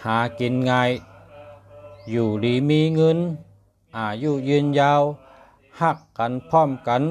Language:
Shan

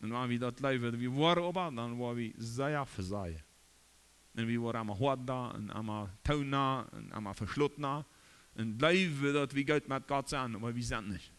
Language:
Plautdietsch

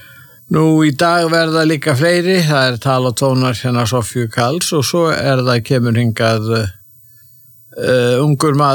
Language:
Icelandic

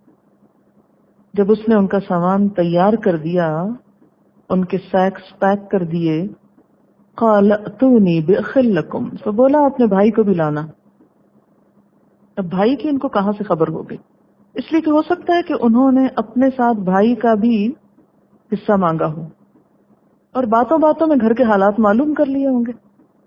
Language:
Urdu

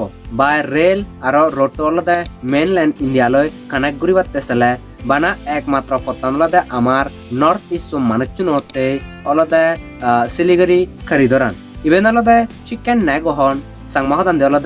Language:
Chakma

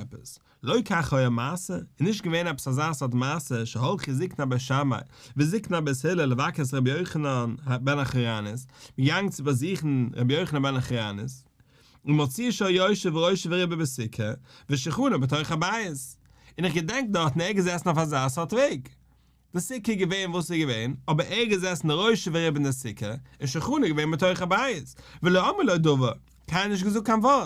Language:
Yiddish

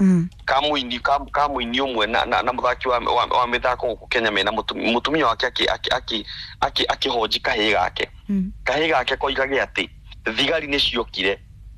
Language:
Kikuyu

